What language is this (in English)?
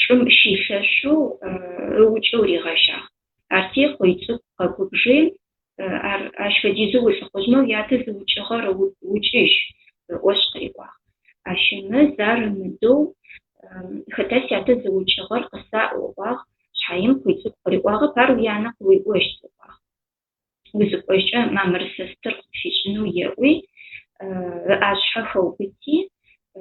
Adyghe